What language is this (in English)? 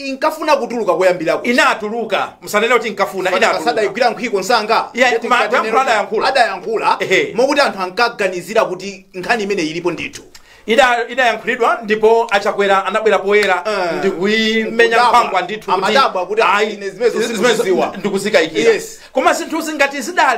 Nyanja